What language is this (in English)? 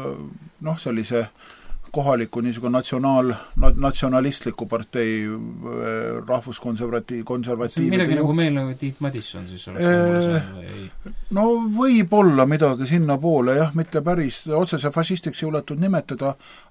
Estonian